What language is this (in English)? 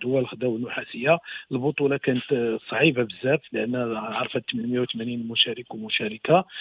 Moroccan Arabic